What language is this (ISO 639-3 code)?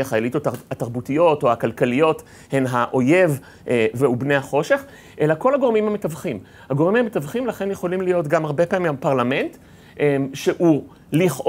heb